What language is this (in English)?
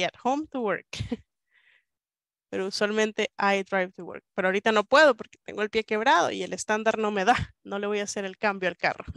Spanish